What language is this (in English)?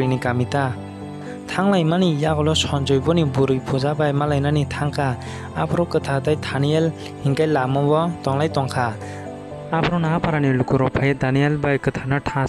Kok Borok